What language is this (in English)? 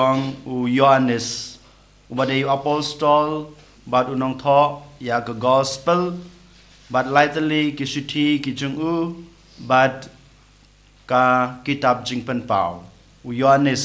Khasi